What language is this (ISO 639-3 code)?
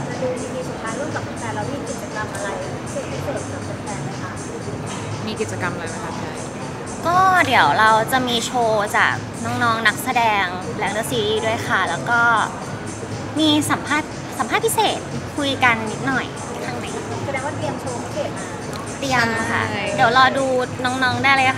tha